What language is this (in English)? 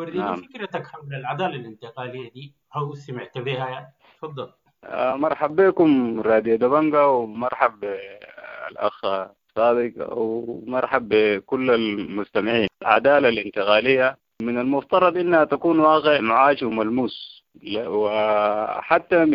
Sudanese Arabic